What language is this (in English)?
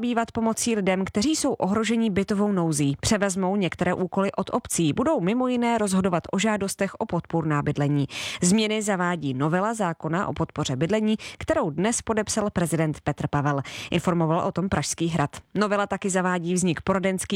Czech